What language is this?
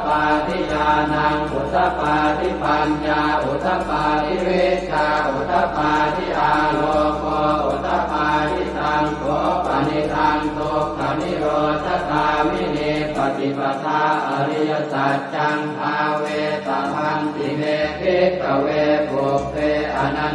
Pali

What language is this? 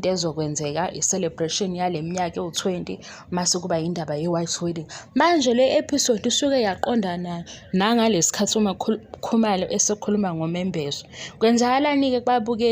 Zulu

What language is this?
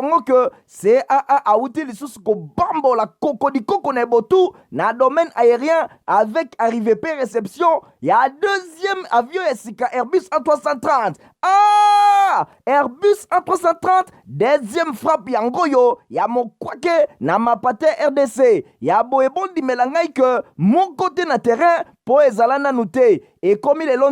Lingala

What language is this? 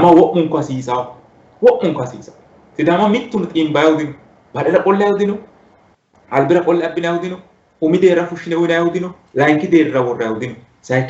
Sidamo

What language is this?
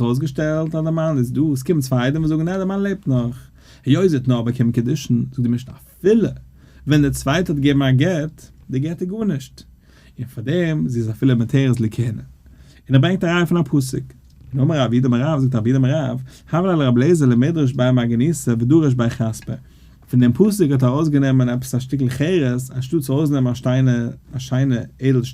Yiddish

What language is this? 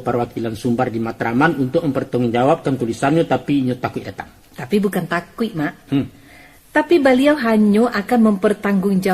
Minangkabau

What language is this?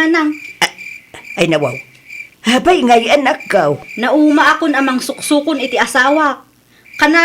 Iloko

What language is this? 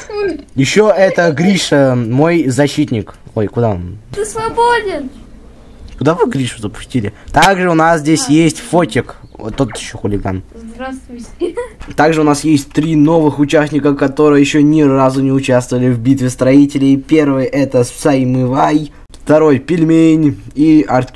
Russian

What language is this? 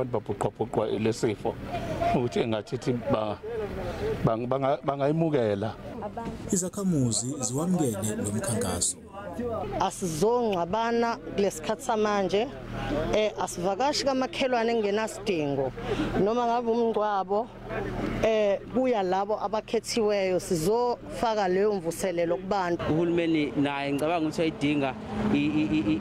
Zulu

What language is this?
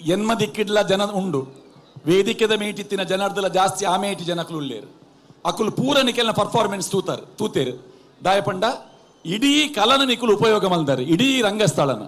Tulu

